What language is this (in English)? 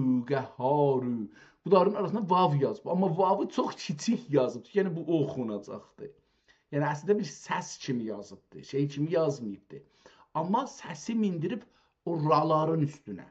South Azerbaijani